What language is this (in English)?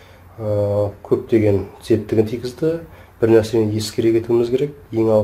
Kazakh